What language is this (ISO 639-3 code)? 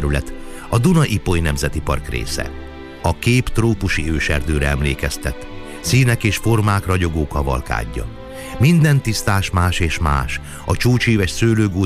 hun